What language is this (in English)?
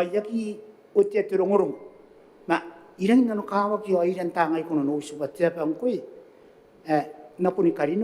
Gilbertese